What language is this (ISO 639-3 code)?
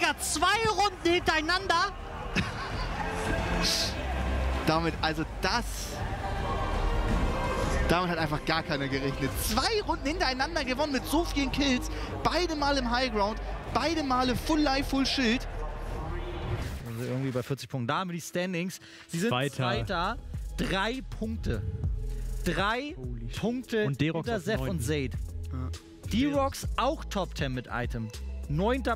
deu